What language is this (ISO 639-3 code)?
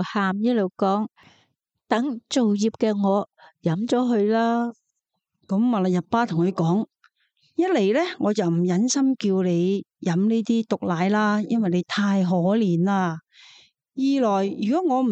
yue